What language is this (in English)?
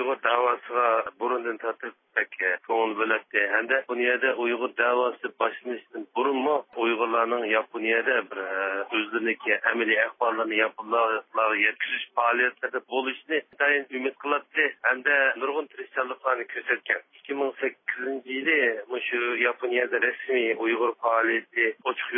Uyghur